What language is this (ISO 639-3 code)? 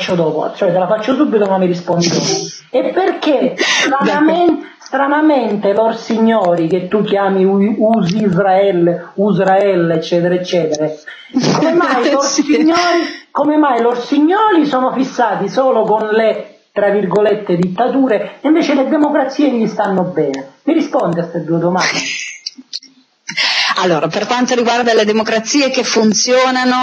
ita